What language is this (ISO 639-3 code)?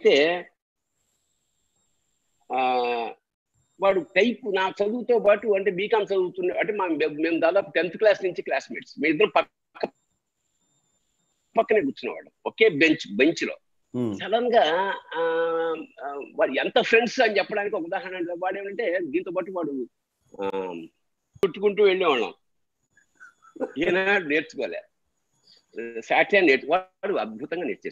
tel